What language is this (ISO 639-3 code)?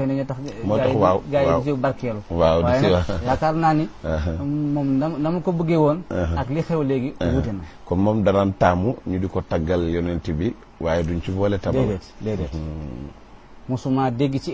wol